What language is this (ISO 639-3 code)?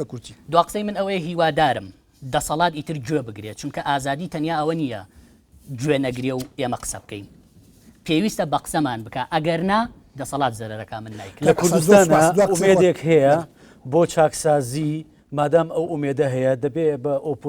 ckb